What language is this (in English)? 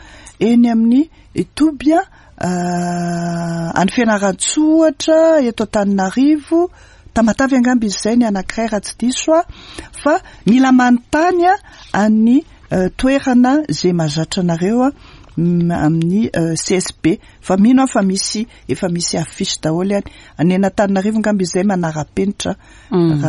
Malagasy